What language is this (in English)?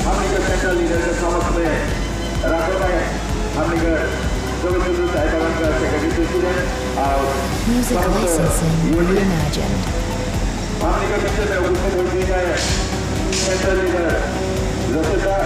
Sadri